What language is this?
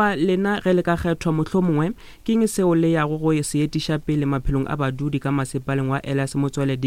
Northern Sotho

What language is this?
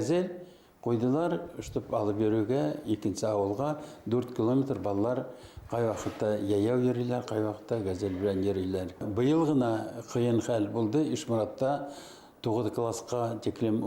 Bashkir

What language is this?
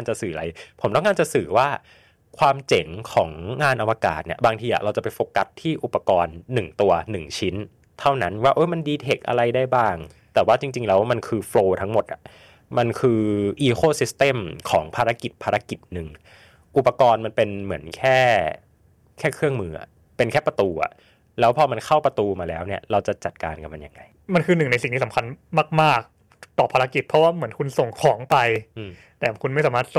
Thai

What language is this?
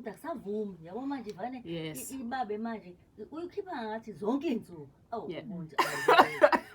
Zulu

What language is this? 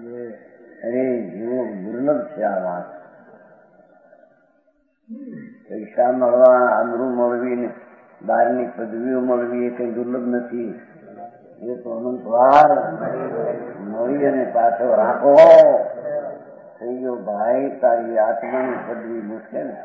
Gujarati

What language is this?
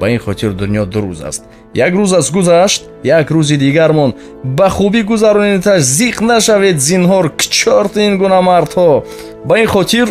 Tajik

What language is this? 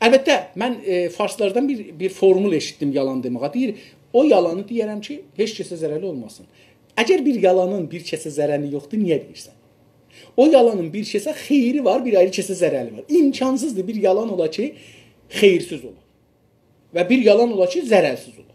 South Azerbaijani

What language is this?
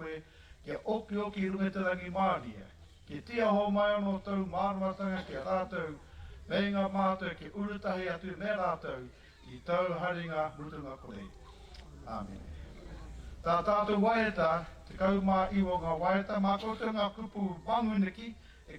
Māori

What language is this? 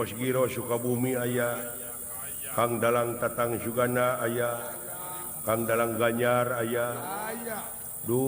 Sundanese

